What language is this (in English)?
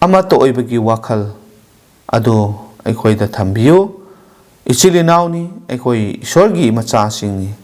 Manipuri